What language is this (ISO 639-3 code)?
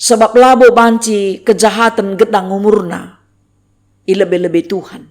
btx